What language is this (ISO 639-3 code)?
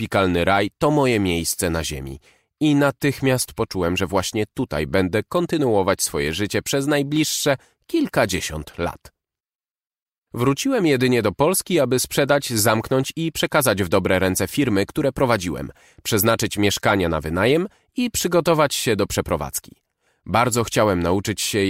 pol